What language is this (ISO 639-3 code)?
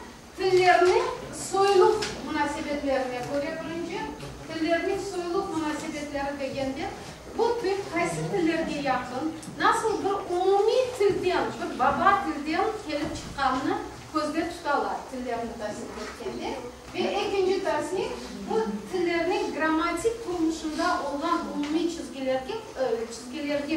crh